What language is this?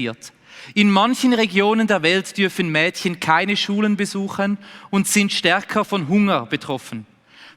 Swiss German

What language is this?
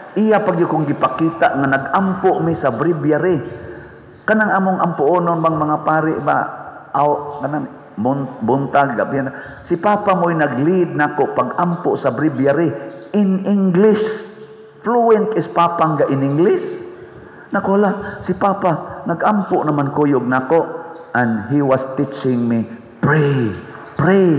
Cebuano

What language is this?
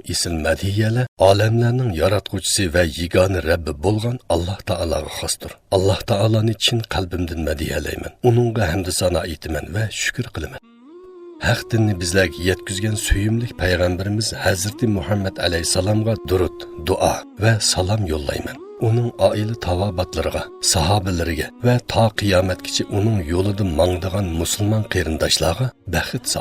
Uyghur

